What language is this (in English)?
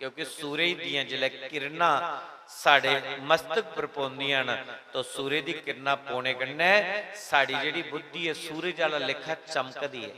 Dogri